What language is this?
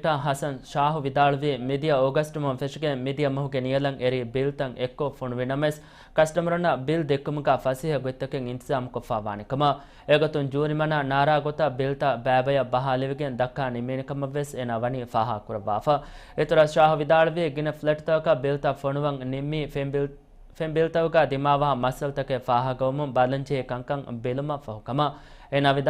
Divehi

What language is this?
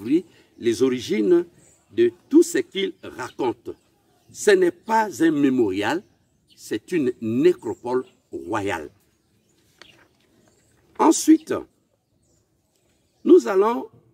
French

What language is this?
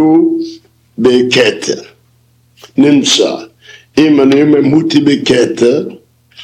Hebrew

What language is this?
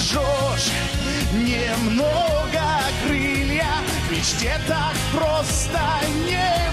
Russian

